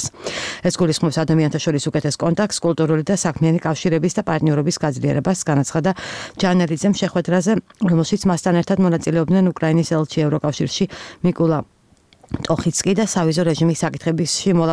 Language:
Georgian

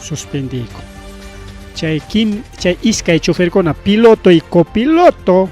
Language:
Ayacucho Quechua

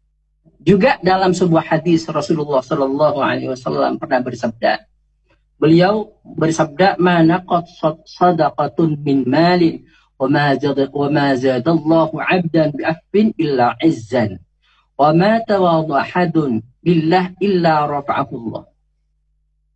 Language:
Indonesian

